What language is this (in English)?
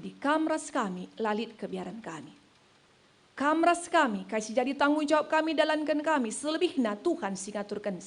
Batak Karo